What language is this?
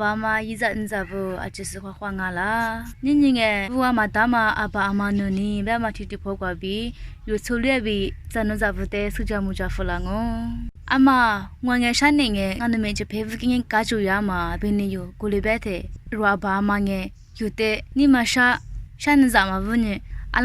Lisu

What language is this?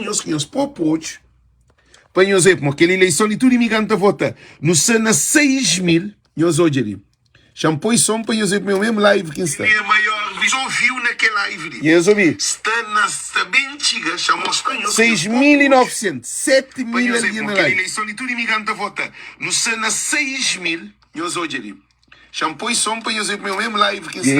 Kabuverdianu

